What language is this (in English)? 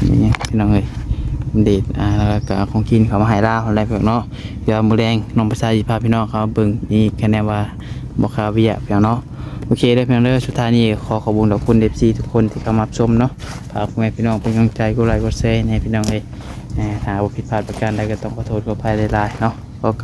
Northeastern Thai